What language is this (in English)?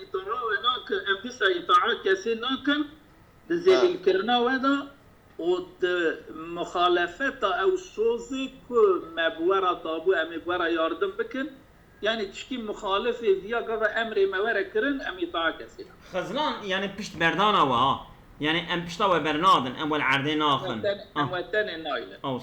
Kurdish